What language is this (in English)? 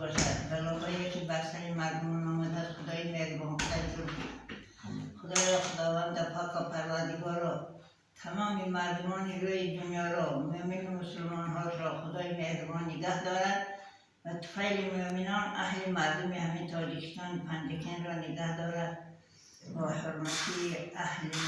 Tajik